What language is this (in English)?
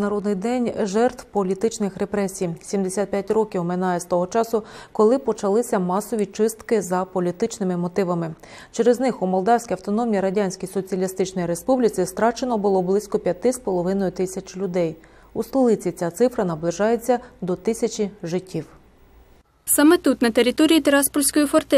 Ukrainian